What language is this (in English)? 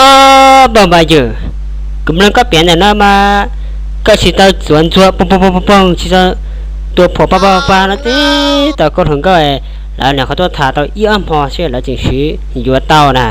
Hmong